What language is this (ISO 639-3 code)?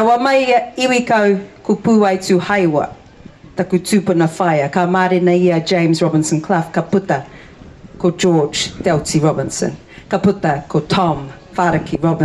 mri